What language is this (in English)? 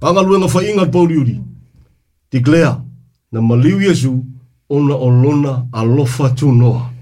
Samoan